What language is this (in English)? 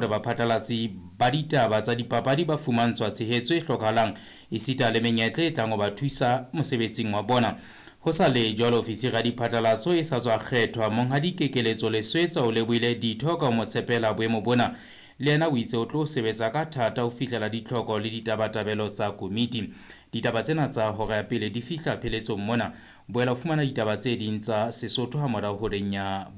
Southern Sotho